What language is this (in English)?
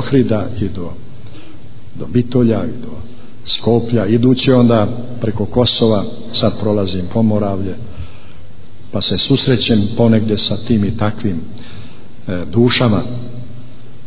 Bosnian